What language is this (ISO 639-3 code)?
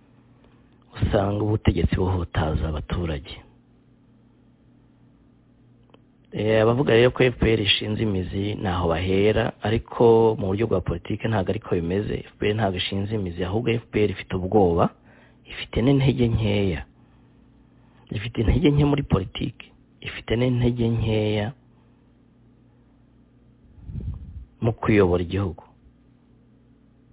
kin